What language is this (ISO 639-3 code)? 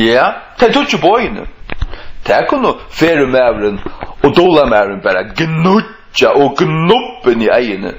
fao